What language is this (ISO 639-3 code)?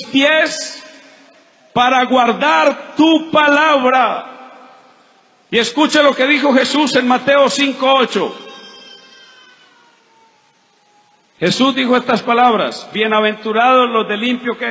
spa